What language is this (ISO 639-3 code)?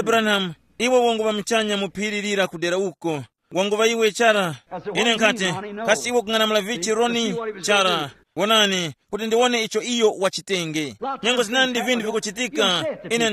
tum